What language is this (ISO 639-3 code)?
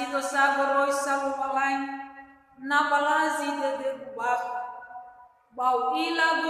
nia